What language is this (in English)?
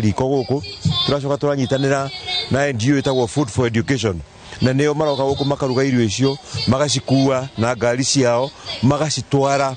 Kikuyu